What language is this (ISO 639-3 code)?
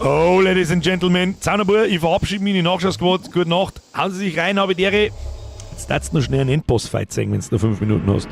bar